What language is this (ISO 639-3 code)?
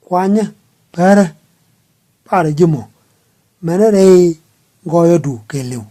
nus